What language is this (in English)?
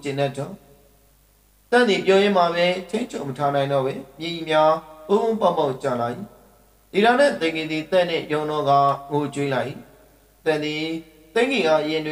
Burmese